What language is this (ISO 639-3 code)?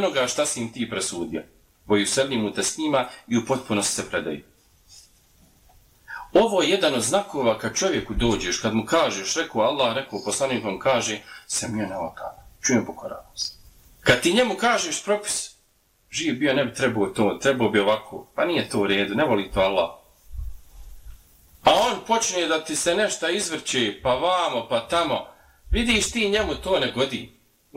bos